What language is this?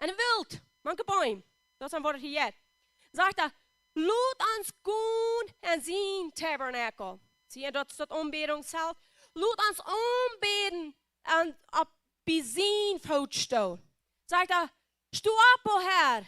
Plautdietsch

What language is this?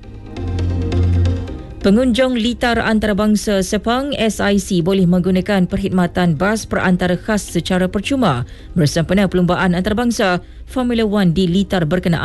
Malay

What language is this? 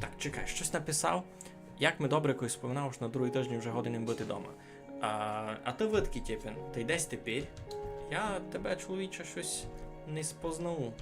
Rusyn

